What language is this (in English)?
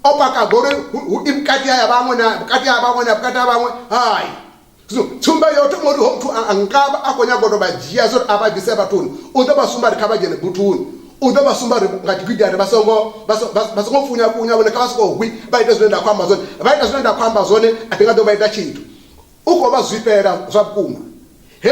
Venda